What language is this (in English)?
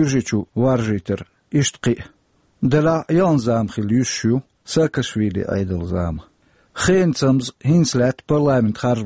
Chechen